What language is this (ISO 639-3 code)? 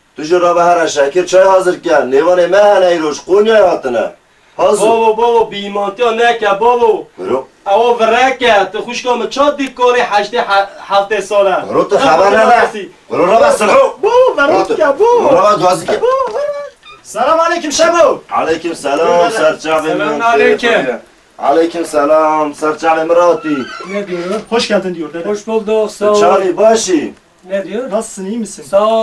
kur